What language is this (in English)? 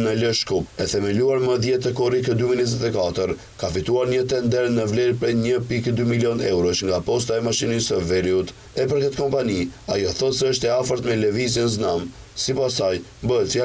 Albanian